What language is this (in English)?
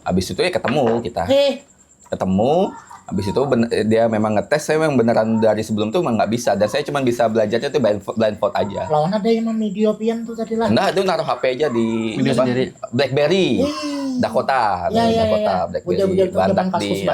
Banjar